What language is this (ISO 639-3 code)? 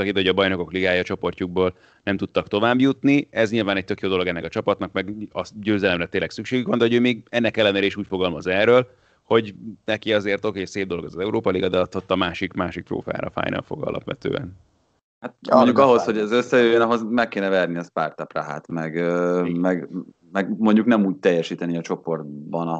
hun